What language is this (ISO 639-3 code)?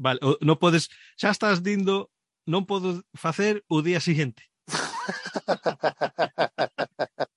glg